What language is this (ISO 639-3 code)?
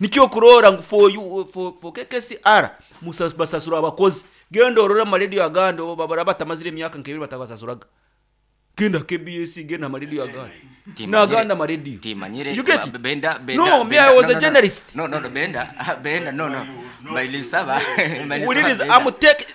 nyo